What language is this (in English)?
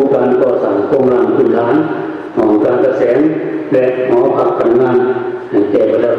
Lao